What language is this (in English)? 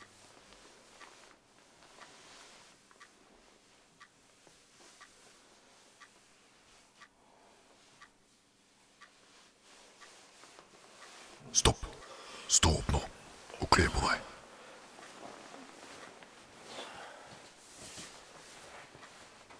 Norwegian